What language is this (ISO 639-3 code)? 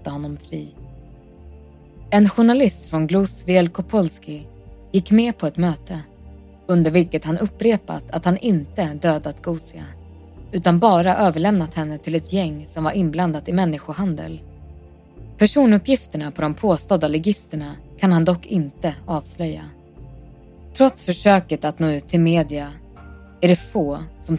swe